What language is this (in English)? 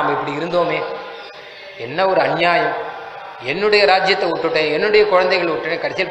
Tamil